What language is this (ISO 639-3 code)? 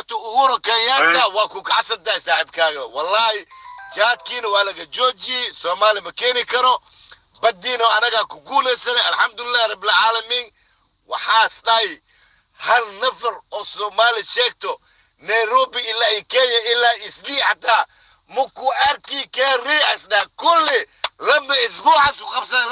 som